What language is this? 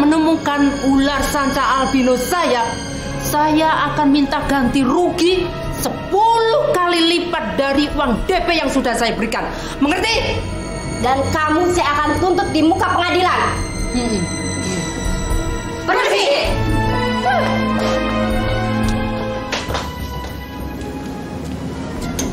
Indonesian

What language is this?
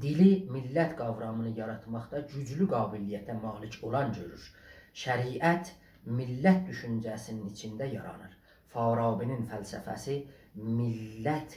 South Azerbaijani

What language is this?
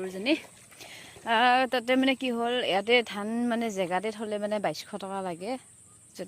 Assamese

